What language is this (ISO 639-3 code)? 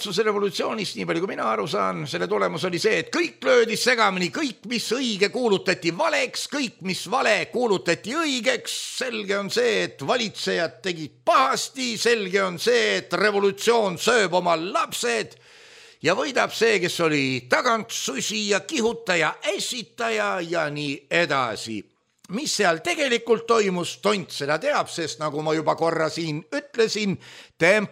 est